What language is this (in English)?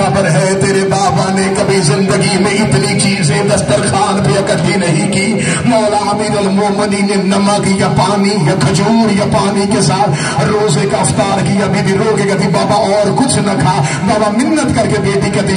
Urdu